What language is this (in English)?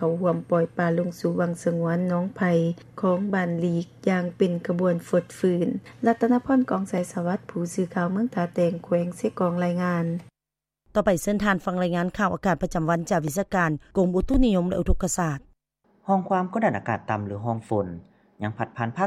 Lao